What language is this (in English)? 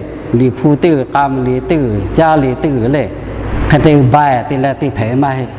Lahu